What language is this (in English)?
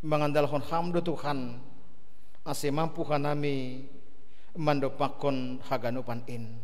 Batak Simalungun